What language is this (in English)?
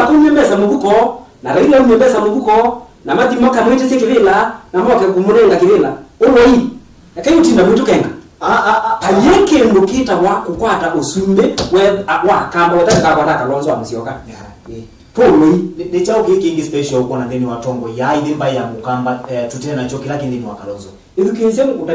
Kamba